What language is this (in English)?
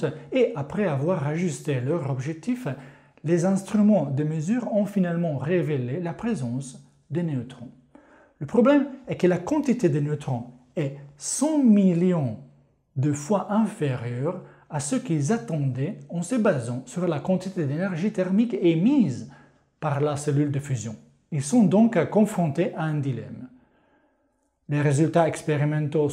French